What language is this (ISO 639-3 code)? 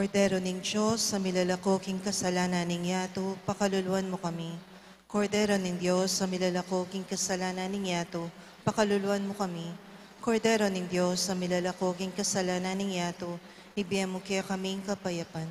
pam